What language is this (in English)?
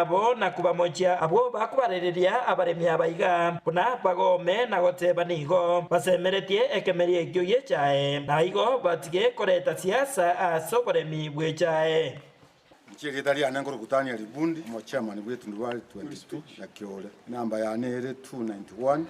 Gusii